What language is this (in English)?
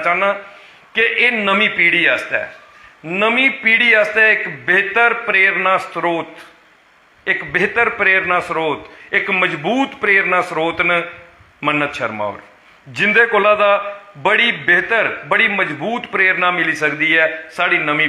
Dogri